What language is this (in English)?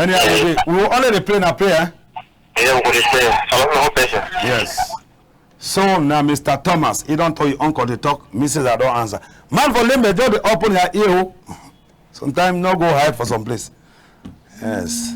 Cameroon Pidgin